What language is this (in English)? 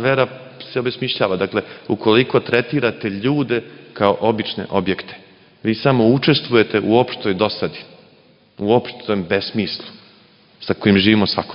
Serbian